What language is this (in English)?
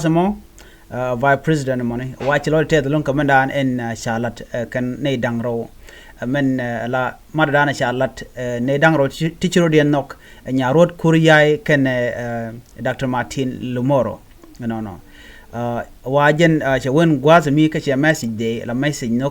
Nuer